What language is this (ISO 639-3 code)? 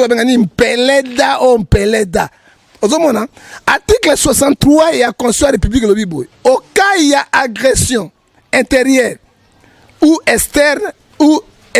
lin